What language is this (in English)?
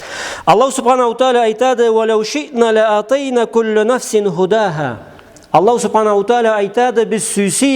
Karachay-Balkar